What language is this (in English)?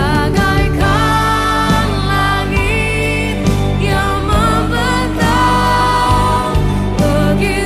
Biatah Bidayuh